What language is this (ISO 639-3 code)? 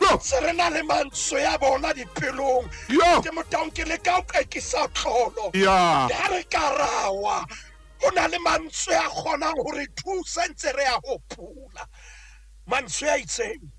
sot